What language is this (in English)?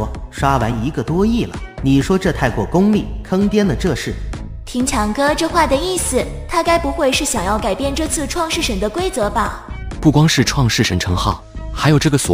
Chinese